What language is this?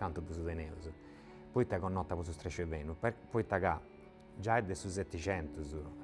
Sardinian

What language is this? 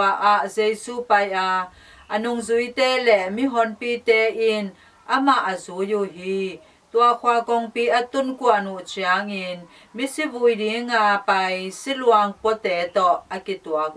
Tedim Chin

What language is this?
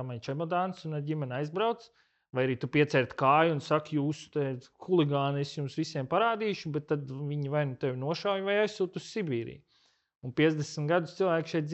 Latvian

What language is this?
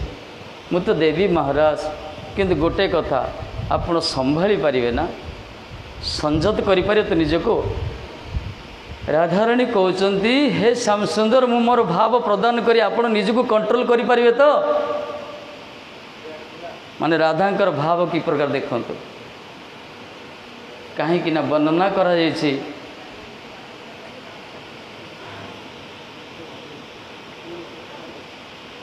Odia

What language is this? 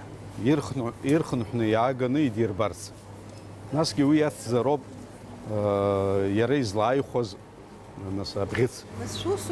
Abkhazian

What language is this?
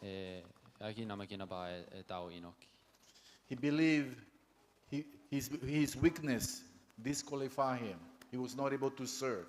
Gilbertese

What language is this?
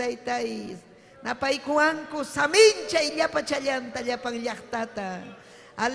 Ayacucho Quechua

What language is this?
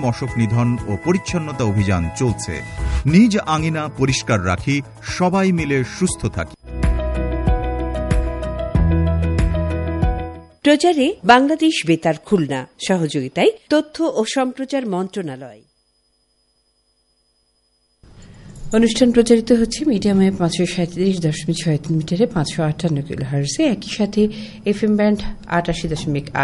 Bangla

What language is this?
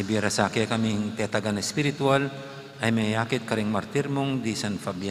Pampanga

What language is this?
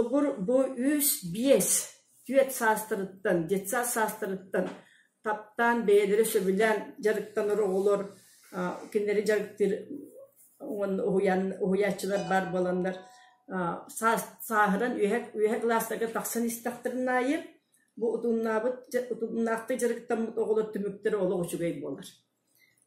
Yakut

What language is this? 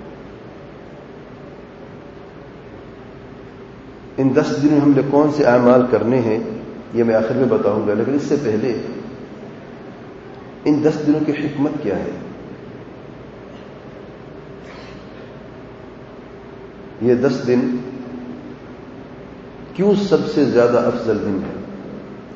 Urdu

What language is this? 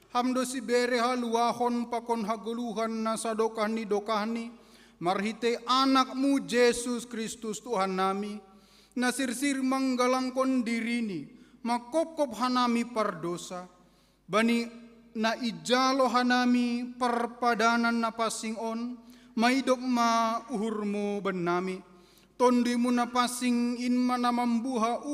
Batak Simalungun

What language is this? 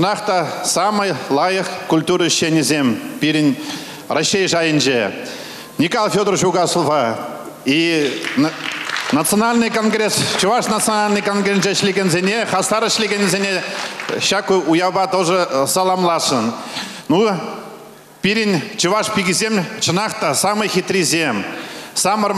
Chuvash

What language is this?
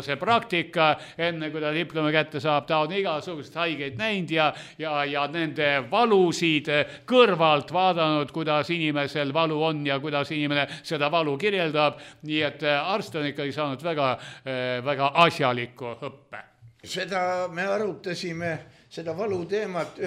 Estonian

